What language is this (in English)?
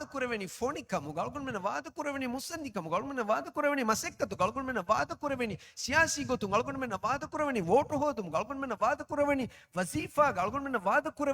Divehi